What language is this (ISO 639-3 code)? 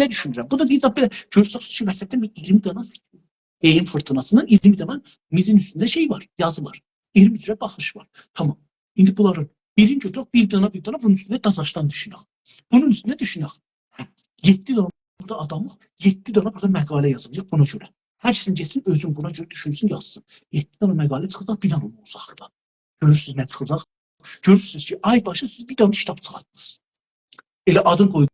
azb